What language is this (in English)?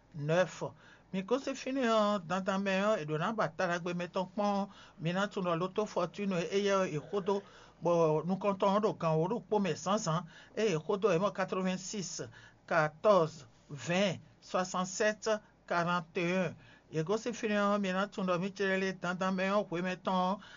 Fon